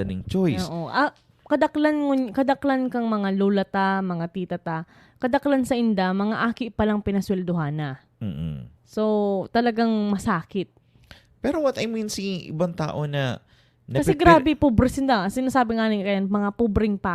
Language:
Bikol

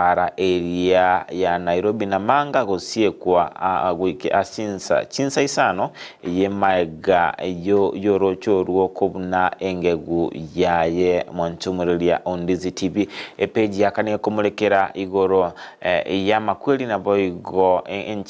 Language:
Gusii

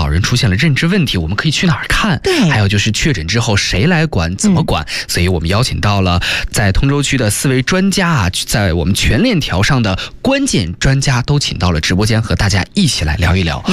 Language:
Chinese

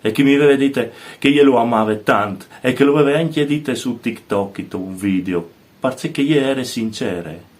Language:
Friulian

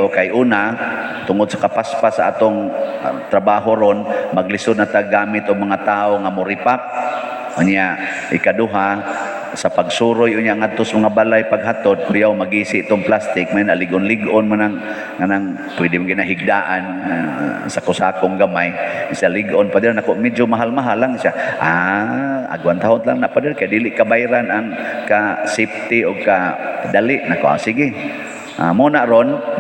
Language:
Cebuano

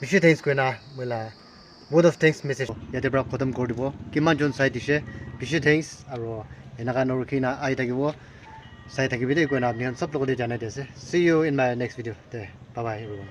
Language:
Naga Pidgin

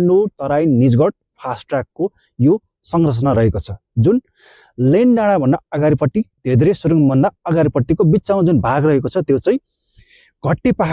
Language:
Nepali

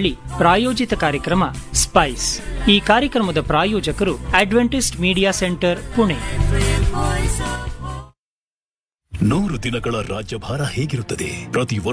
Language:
Kannada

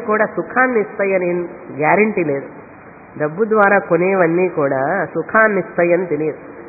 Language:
Telugu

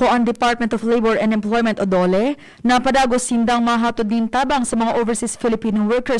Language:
Bikol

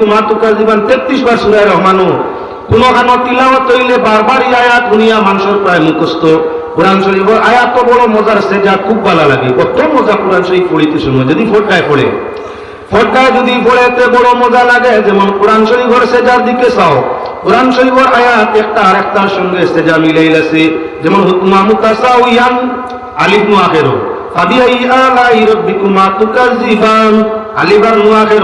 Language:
Sylheti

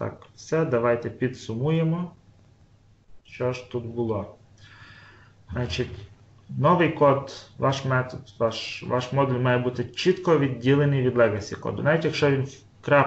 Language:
Ukrainian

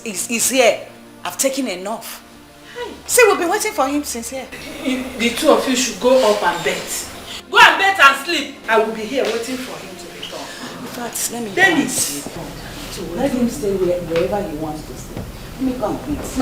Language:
Nigerian Pidgin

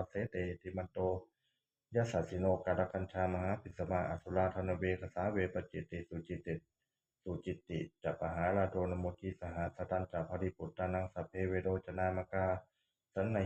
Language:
Pali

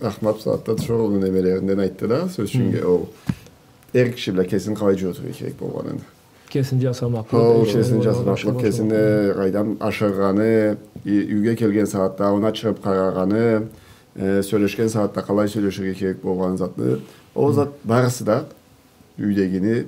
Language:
Karachay-Balkar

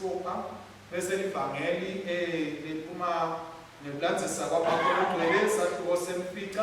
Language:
Swati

